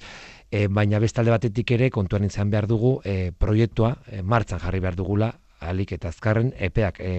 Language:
Basque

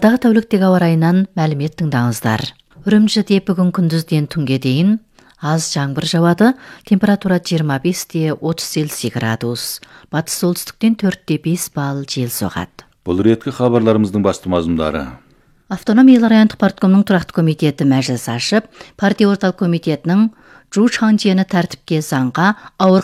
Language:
Kazakh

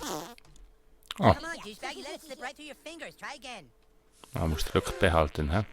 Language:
Swiss German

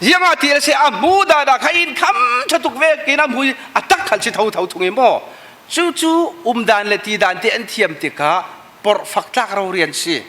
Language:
Falam Chin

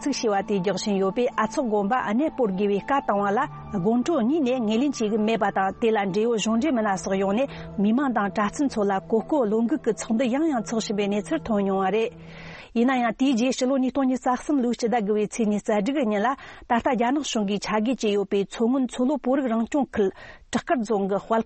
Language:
Tibetan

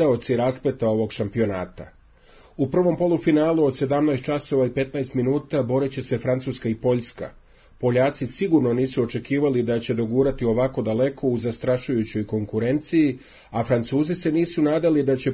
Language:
Serbian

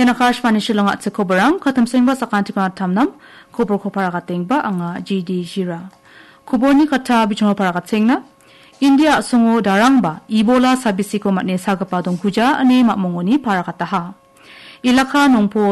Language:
Garo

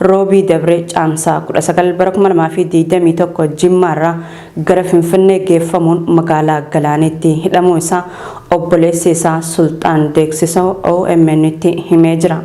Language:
Oromo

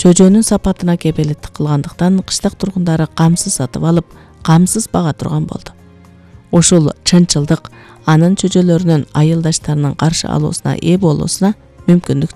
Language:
Kyrgyz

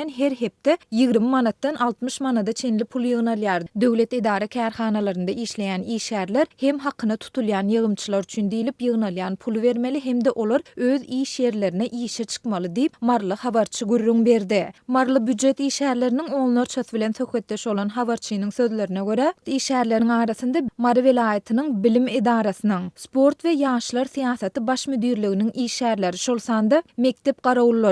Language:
Turkmen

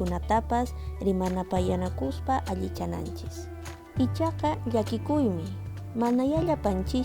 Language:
Quechua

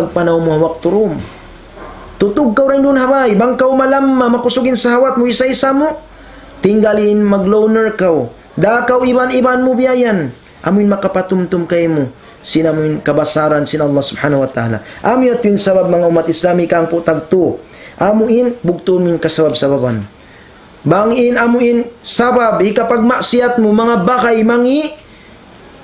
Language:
Tausug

